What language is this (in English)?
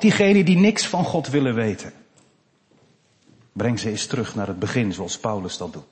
Dutch